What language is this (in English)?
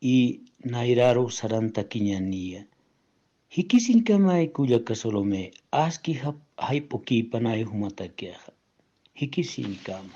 Aymara